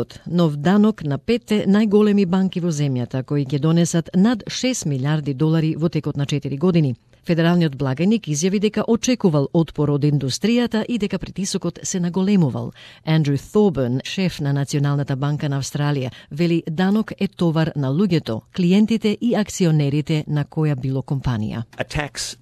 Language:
Macedonian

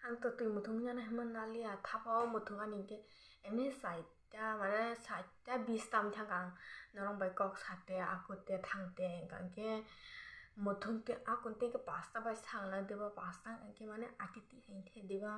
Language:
Kok Borok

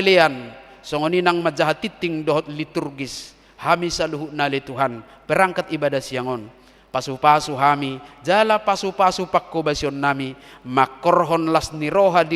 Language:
Batak Toba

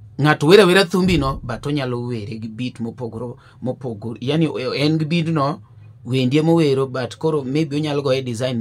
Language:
Luo (Kenya and Tanzania)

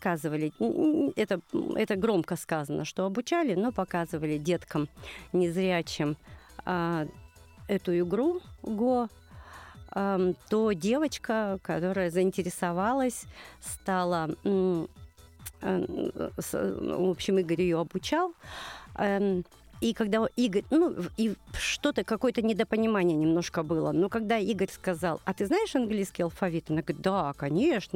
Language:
Russian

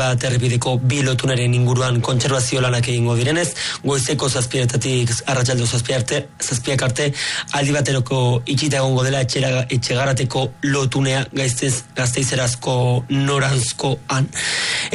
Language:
Basque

